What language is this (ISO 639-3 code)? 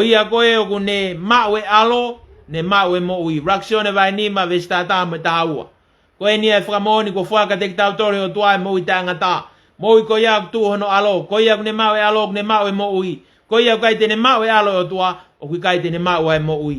ton